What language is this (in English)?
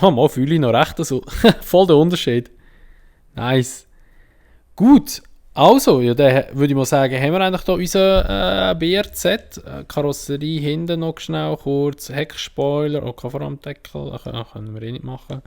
Swiss German